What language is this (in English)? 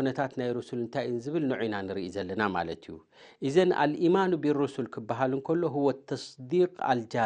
Tigrinya